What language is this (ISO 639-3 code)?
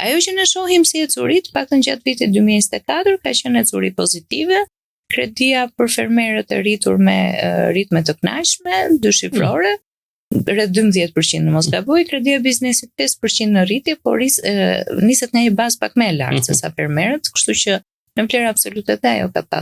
sqi